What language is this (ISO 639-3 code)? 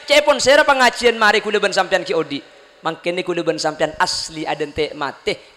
mad